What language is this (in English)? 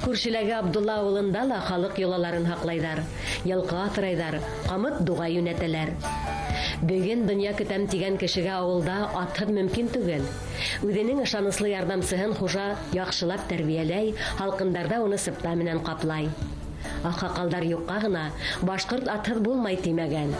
Bashkir